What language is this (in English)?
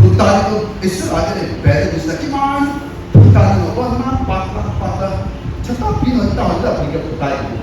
Chokri Naga